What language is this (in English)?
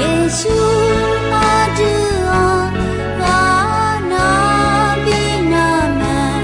Akha